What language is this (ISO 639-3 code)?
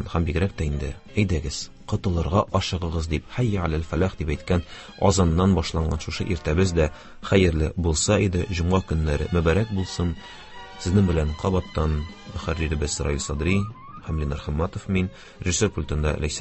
tat